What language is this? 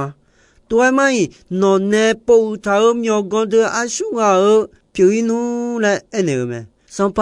Akha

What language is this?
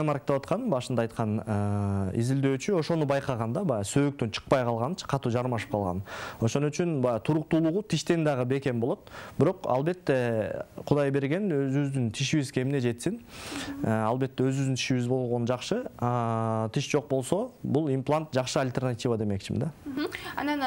Kyrgyz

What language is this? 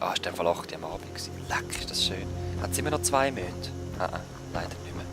Swiss German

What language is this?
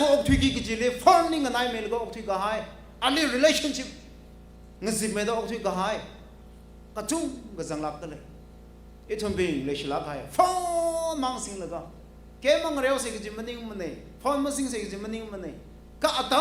Tangkhul Naga (India)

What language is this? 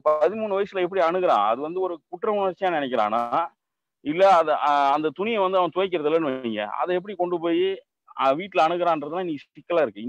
Tamil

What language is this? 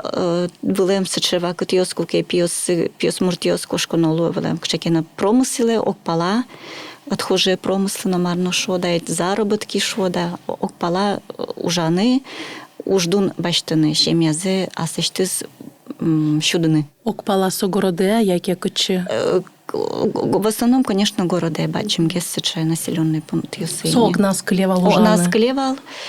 Udmurt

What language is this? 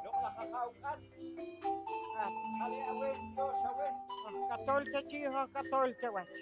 Poqomchi'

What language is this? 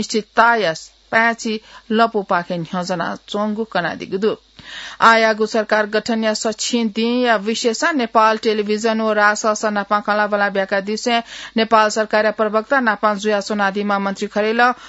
Newari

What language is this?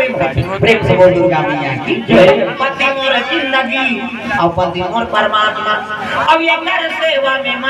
Chhattisgarhi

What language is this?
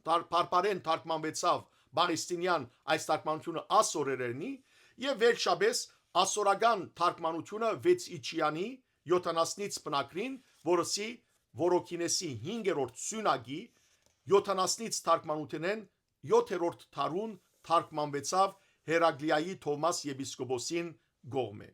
Western Armenian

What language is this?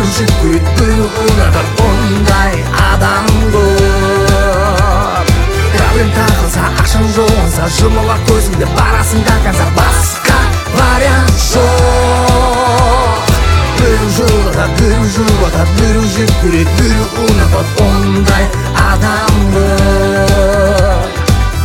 Kazakh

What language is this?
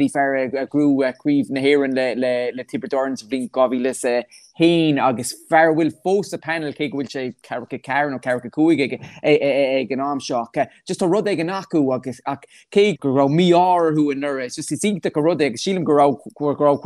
Irish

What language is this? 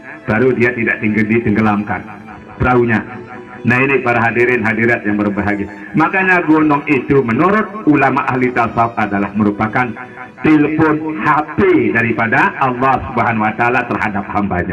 Sasak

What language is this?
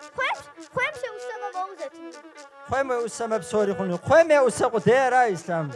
Kabardian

